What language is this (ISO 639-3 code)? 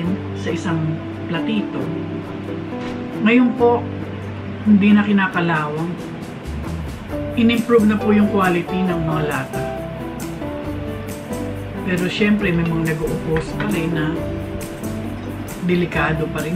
fil